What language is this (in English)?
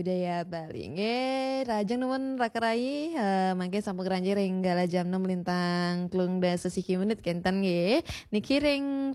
Balinese